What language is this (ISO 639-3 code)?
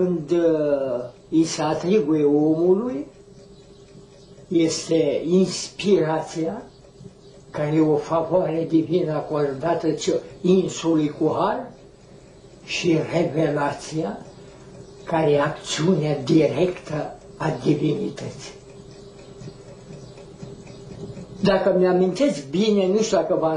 ron